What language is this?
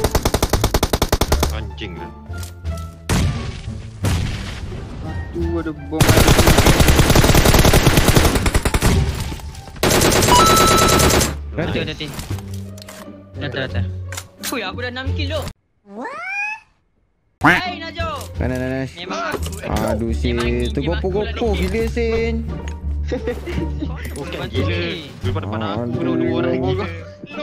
Malay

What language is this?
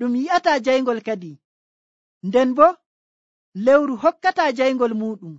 Nigerian Fulfulde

